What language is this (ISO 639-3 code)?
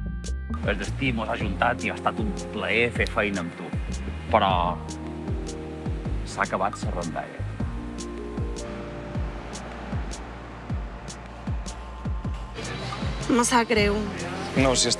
cat